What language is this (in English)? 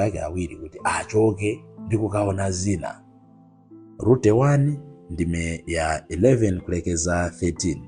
Nyanja